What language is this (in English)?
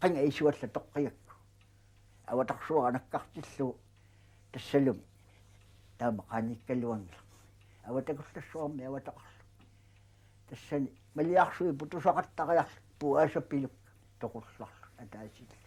Kalaallisut